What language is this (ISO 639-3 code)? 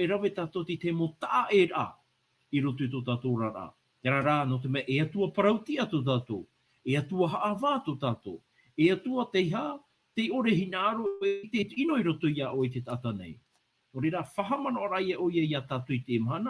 tah